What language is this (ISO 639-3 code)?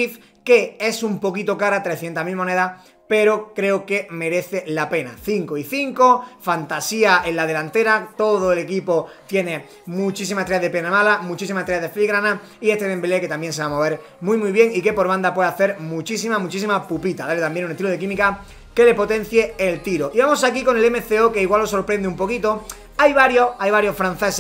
spa